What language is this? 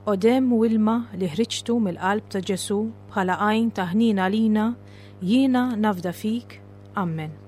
Maltese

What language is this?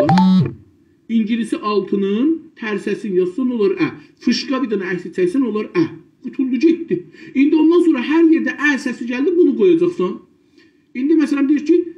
South Azerbaijani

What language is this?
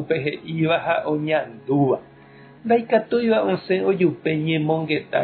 Guarani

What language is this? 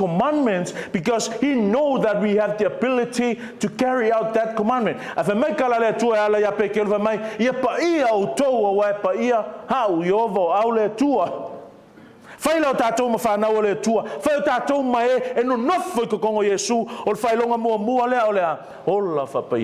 Samoan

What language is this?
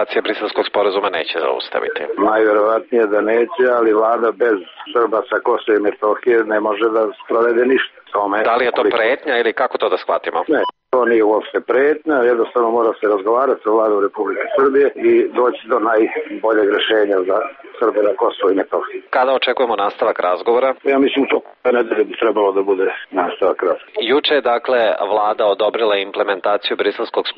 Serbian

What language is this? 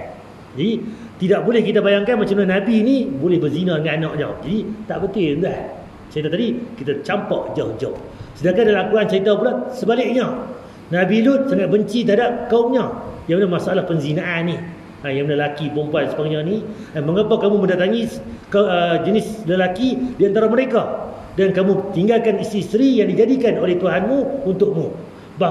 Malay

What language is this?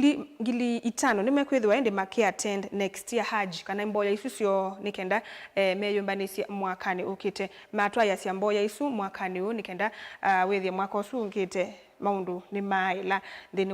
Kamba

